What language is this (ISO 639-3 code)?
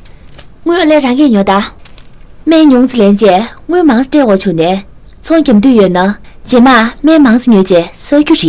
bod